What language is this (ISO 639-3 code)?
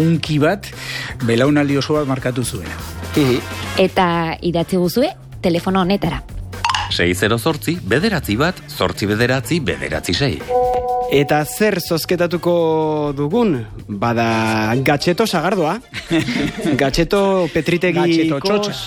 eus